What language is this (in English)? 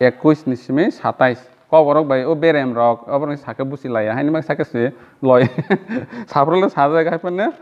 Kok Borok